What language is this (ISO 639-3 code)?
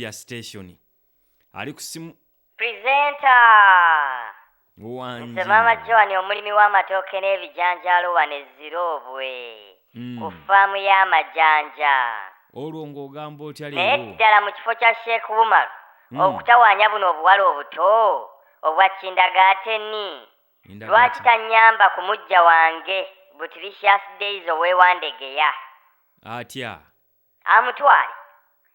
lug